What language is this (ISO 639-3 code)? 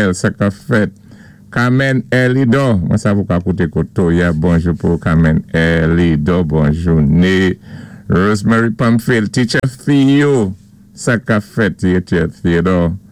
acf